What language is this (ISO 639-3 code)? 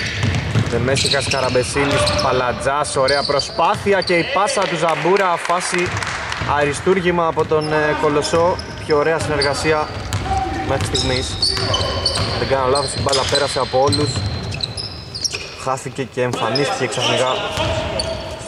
ell